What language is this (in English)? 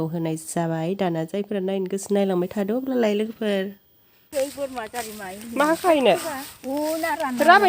Bodo